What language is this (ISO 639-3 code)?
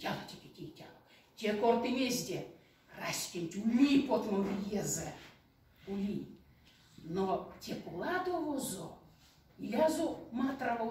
myv